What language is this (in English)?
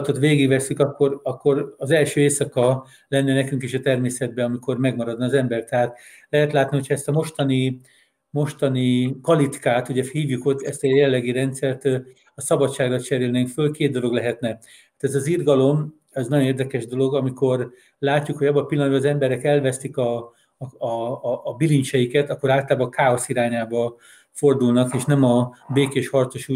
Hungarian